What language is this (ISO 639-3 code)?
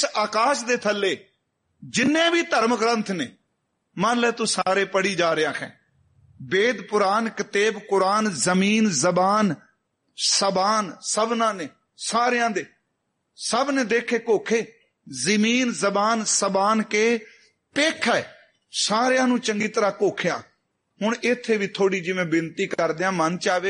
pan